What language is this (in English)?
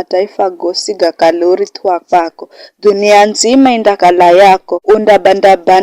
Giryama